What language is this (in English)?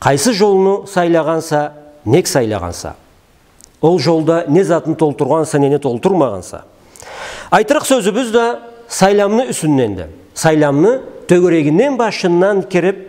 Karachay-Balkar